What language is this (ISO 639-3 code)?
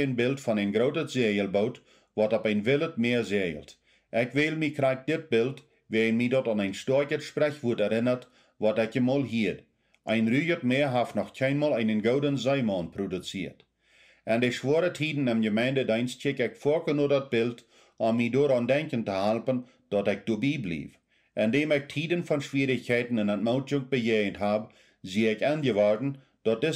pdt